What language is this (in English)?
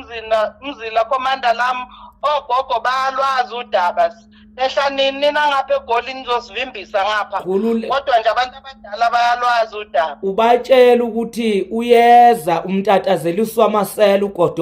Zulu